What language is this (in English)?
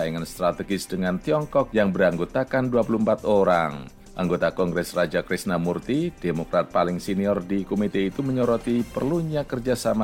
Indonesian